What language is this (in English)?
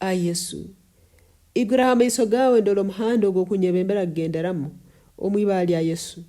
Nyoro